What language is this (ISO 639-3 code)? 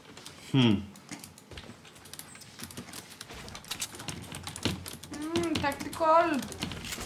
nor